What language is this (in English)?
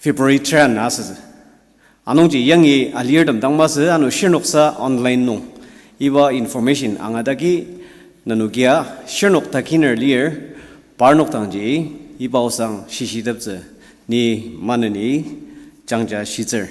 Ao Naga